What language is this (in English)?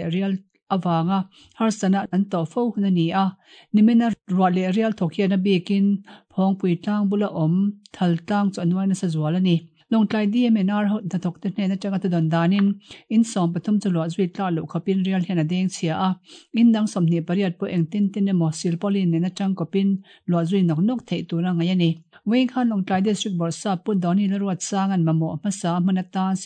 Mizo